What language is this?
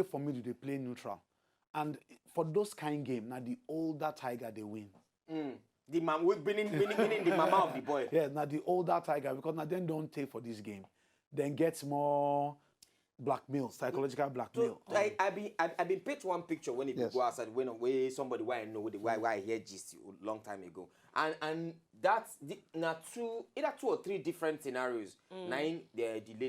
Nigerian Pidgin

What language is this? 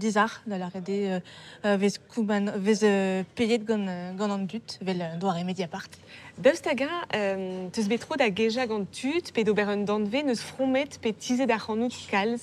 Breton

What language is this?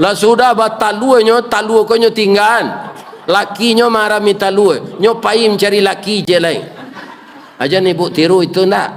Minangkabau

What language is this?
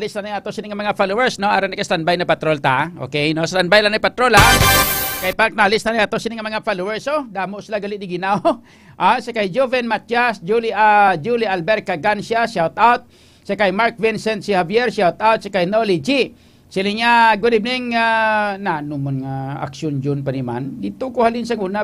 Hiligaynon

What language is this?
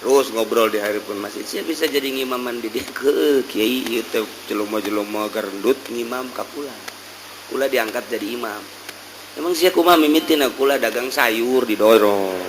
Sundanese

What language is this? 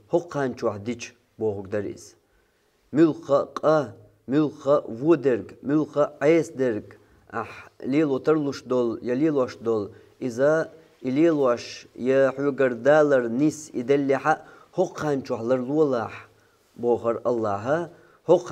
Chechen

